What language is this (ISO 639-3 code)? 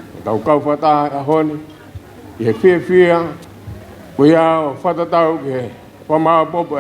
ton